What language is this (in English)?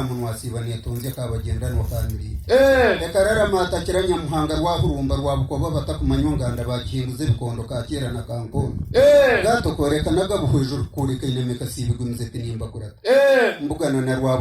Nyankole